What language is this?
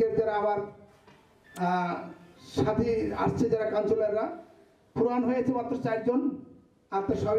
Bangla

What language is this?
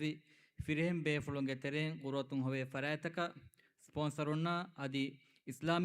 Divehi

